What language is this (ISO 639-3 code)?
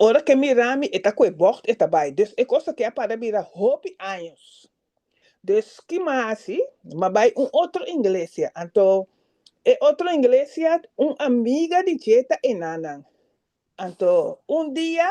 pap